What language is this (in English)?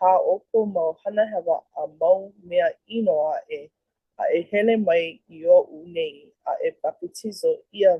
Hawaiian